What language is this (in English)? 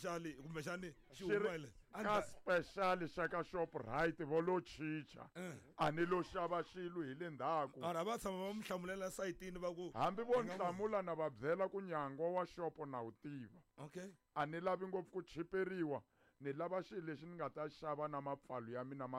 Tsonga